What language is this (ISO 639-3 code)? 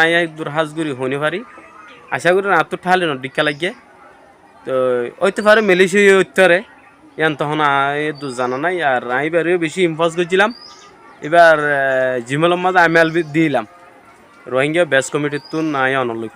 rhg